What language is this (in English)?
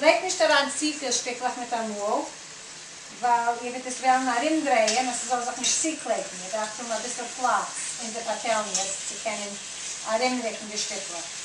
Yiddish